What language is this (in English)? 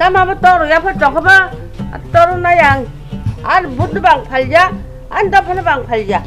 Kok Borok